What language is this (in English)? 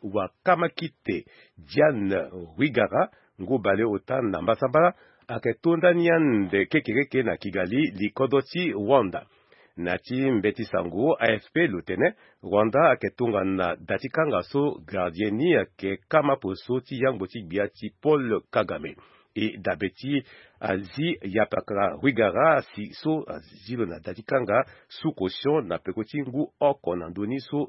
Sango